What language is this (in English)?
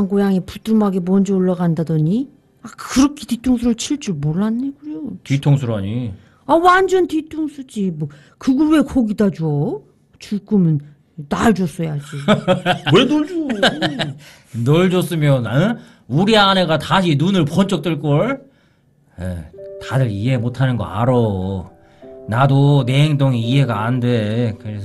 Korean